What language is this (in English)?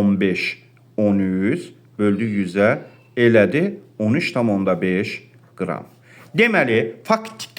Azerbaijani